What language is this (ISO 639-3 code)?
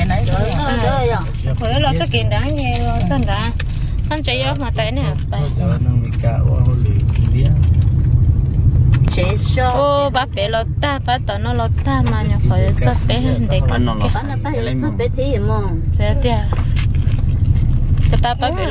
vie